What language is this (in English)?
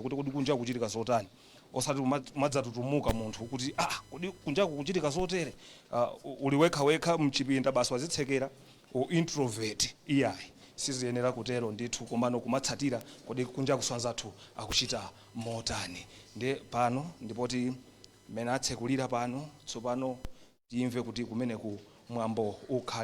Nyanja